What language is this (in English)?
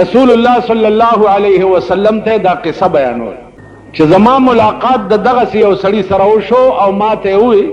Pashto